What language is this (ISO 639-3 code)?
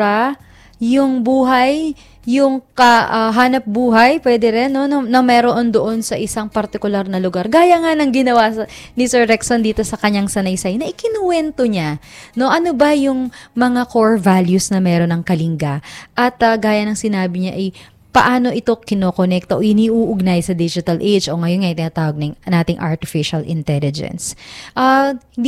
fil